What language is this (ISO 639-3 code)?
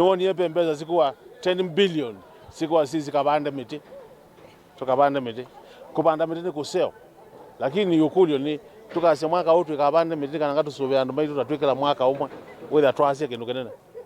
kam